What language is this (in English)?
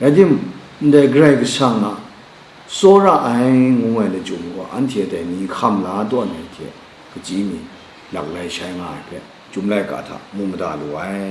Kachin